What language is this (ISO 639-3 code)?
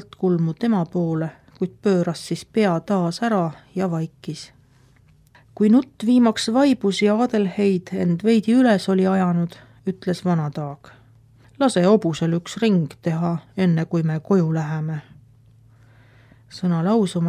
est